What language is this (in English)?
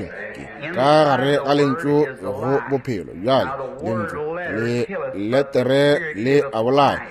Northern Sotho